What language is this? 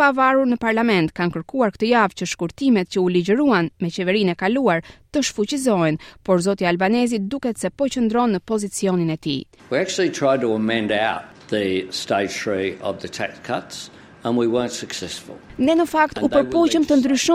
Albanian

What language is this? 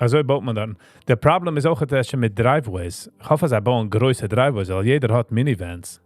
Yiddish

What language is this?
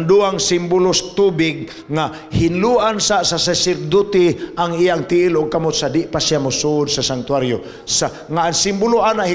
Cebuano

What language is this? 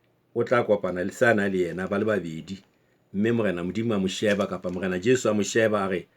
Southern Sotho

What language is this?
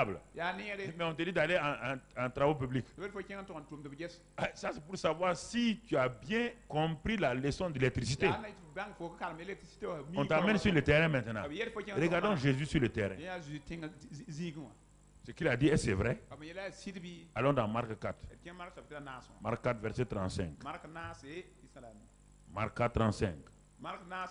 French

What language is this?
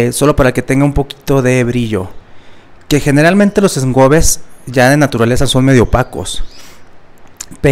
Spanish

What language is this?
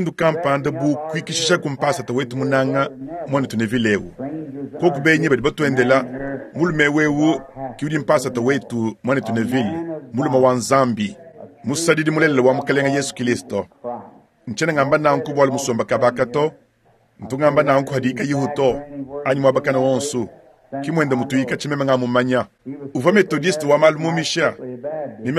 Luba-Lulua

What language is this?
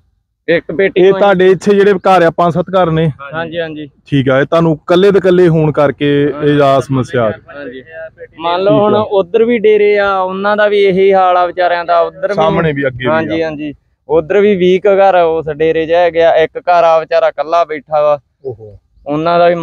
Punjabi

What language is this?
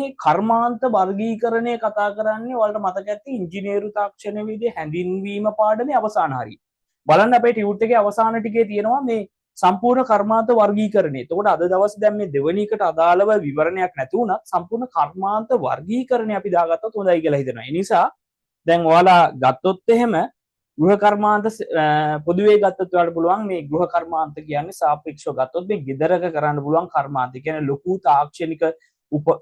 Sinhala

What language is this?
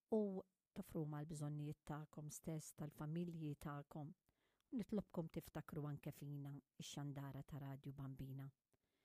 Maltese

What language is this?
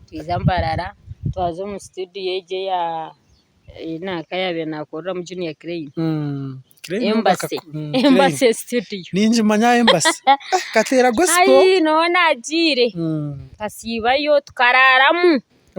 Nyankole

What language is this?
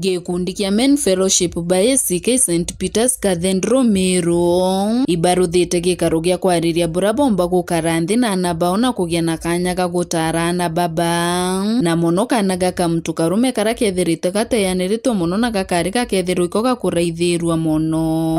Meru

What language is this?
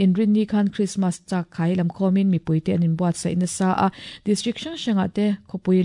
Mizo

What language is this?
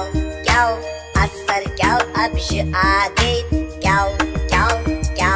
Abkhazian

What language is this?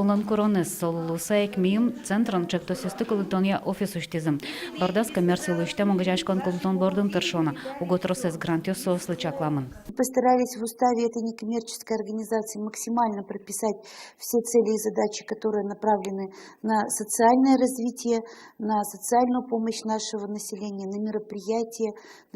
Udmurt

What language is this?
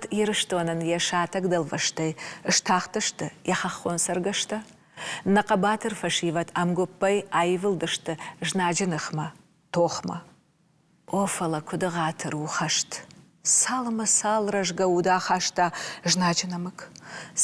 Ossetic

